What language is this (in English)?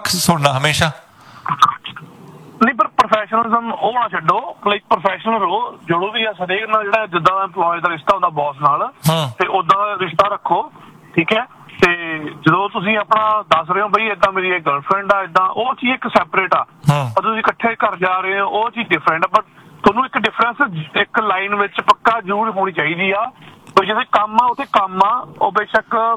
Punjabi